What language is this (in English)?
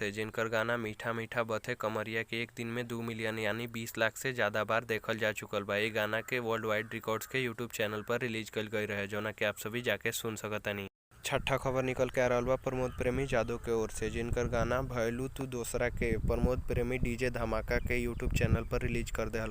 Bhojpuri